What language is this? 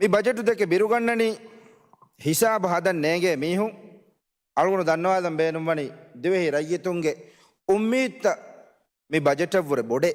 Divehi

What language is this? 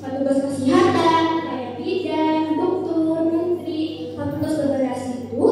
Banjar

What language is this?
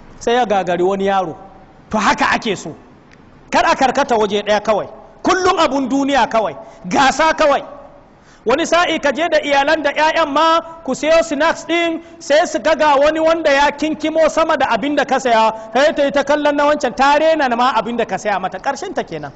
Hausa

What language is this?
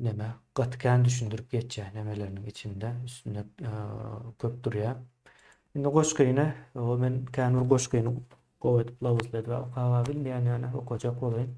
Turkmen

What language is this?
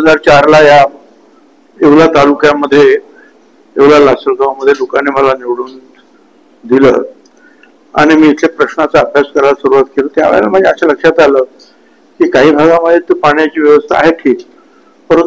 Marathi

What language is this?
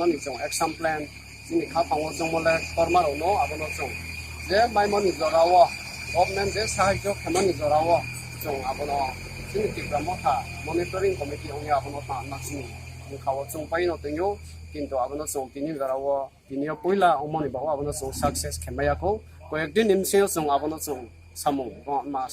Riang (India)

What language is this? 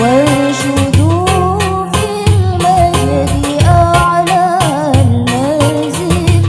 Madurese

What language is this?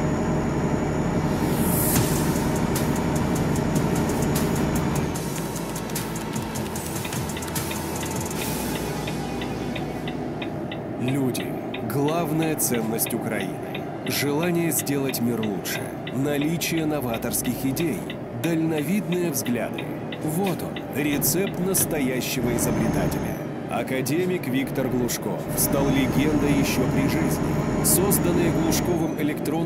Russian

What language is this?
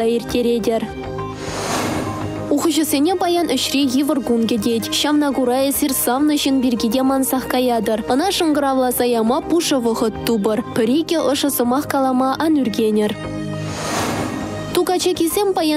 Chuvash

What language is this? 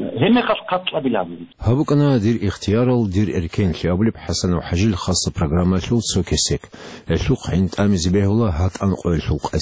Avaric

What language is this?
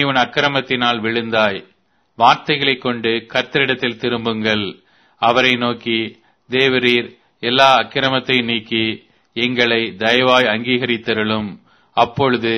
Tamil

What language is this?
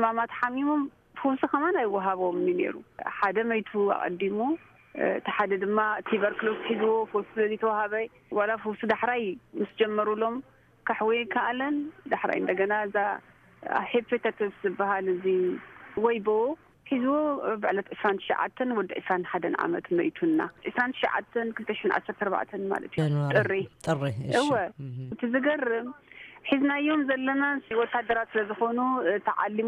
Tigrinya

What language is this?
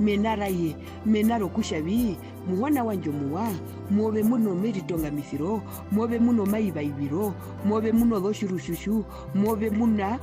Herero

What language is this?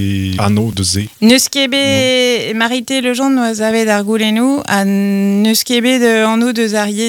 Breton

